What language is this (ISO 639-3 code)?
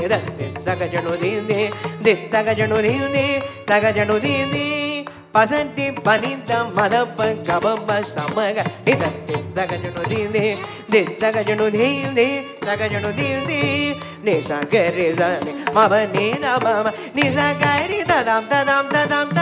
tam